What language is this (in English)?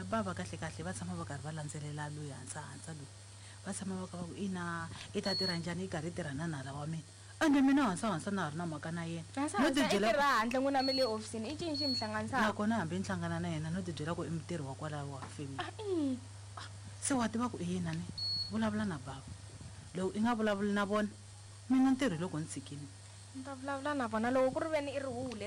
Tsonga